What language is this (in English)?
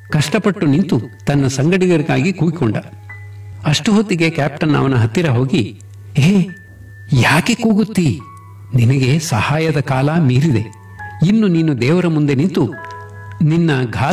Kannada